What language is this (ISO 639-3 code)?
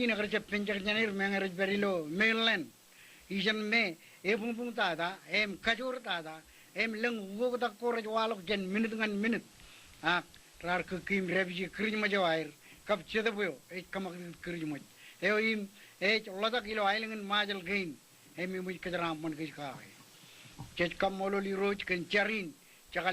mah